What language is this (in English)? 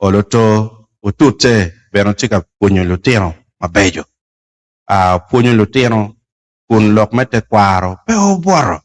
Acoli